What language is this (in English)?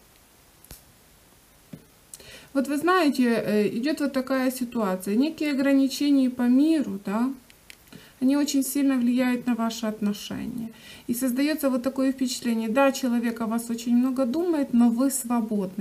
Russian